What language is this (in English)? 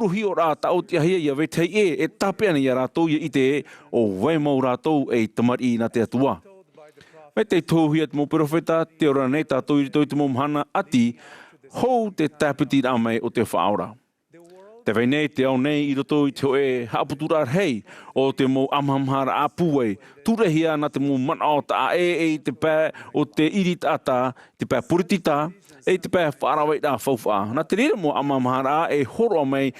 Tahitian